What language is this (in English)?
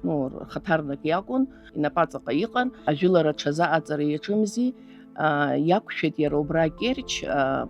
Abkhazian